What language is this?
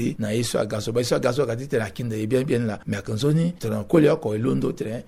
Sango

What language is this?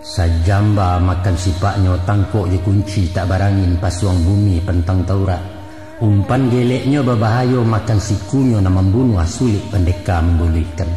Minangkabau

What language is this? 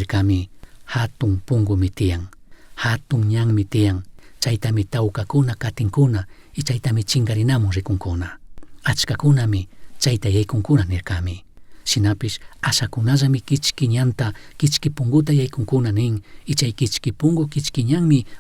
Chimborazo Highland Quichua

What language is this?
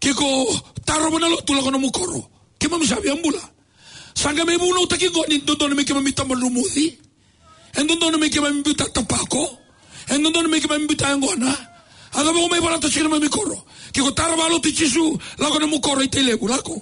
Fijian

